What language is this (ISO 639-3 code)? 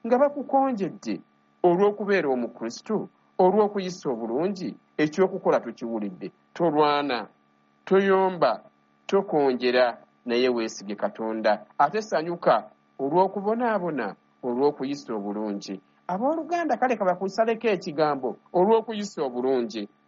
lug